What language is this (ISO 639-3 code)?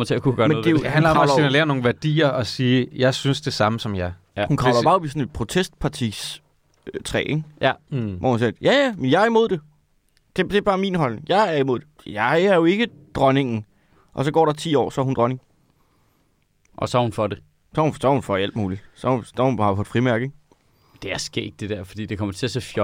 dan